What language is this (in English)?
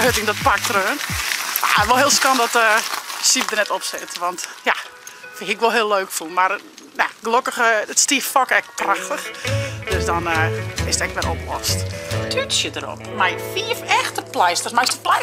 Western Frisian